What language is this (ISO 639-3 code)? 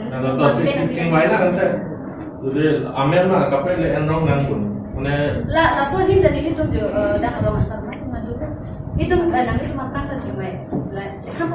mjw